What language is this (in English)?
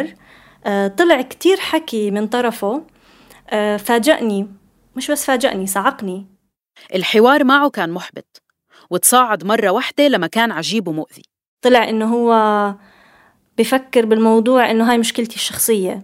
North Levantine Arabic